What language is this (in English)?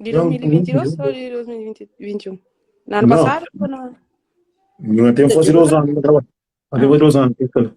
Kabuverdianu